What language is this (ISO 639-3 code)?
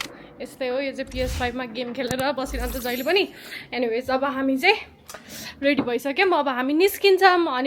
nep